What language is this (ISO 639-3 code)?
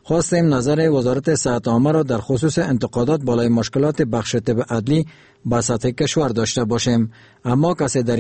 fas